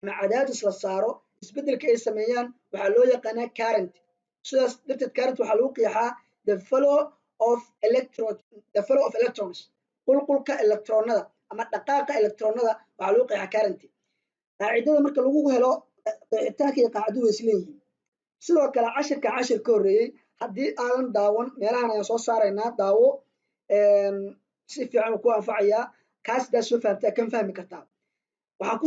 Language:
Somali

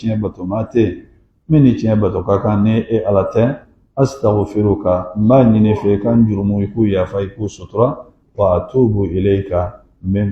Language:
Bambara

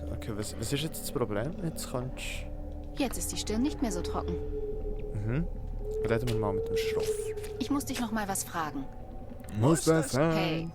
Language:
Swiss German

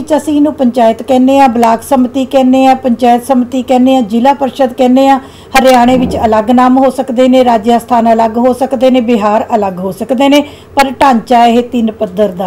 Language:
Punjabi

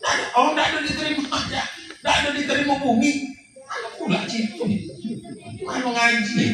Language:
Minangkabau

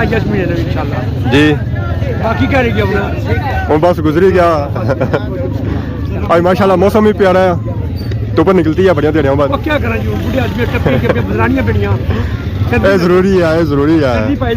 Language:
Pahari-Potwari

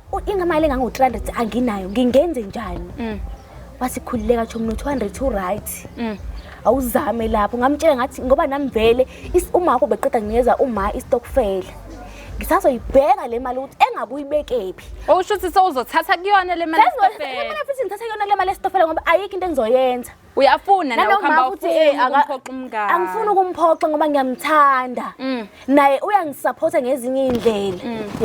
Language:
Zulu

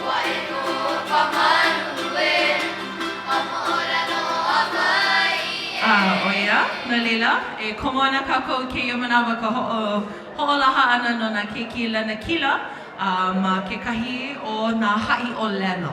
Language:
Hawaiian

